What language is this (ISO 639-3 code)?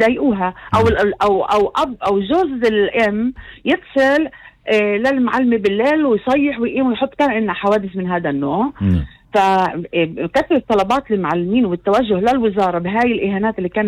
apc